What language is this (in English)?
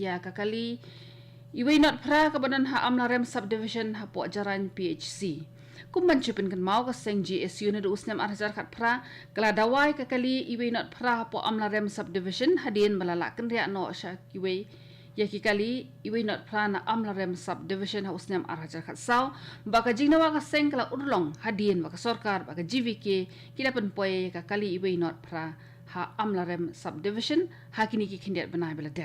Khasi